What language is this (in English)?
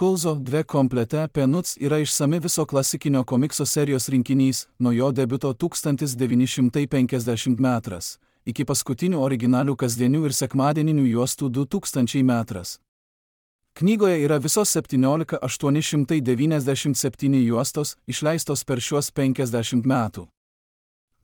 Lithuanian